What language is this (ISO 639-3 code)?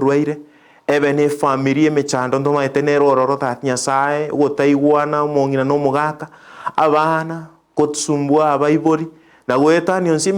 guz